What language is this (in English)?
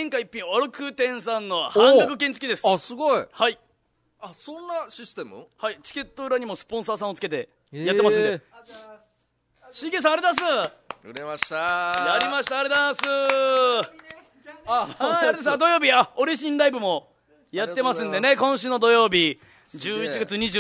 Japanese